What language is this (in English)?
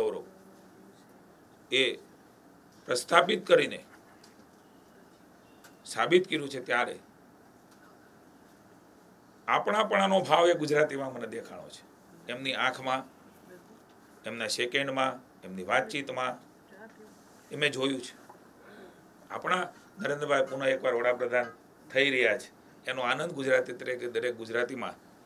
Gujarati